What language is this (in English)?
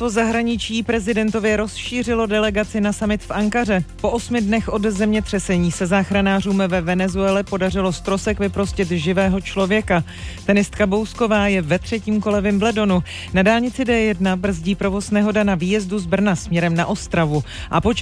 Czech